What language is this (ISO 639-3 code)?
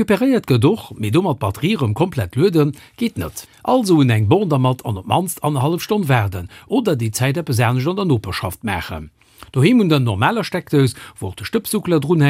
ltz